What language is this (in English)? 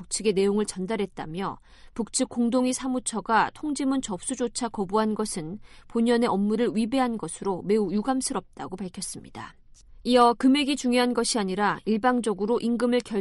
Korean